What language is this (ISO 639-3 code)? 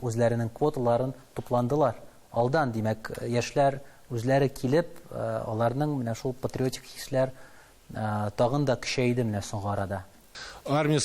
tat